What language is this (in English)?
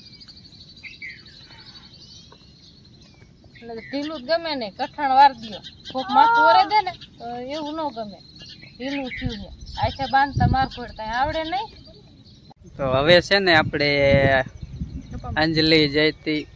Gujarati